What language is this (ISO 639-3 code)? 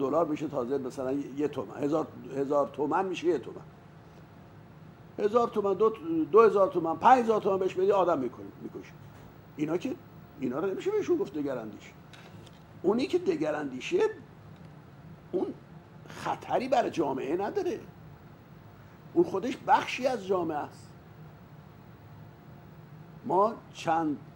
fas